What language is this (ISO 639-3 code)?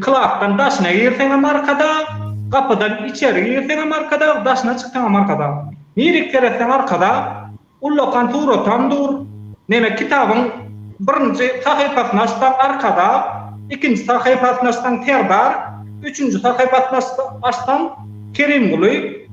tuk